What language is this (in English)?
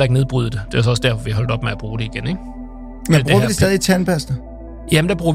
Danish